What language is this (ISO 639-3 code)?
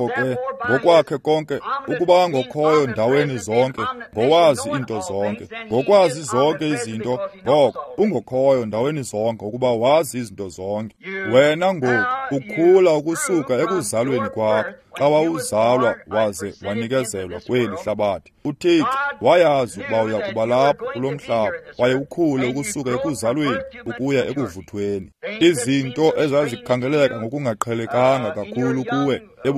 xho